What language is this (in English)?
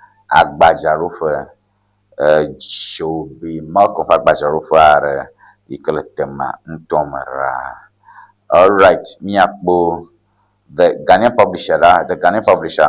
Ewe